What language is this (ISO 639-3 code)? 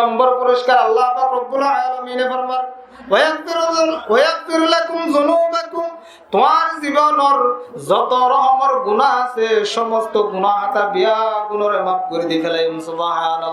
rhg